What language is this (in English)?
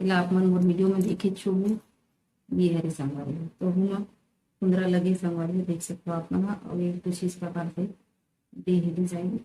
Chhattisgarhi